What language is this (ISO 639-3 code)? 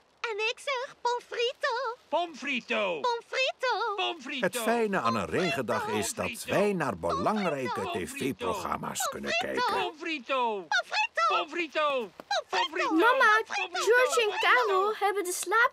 nld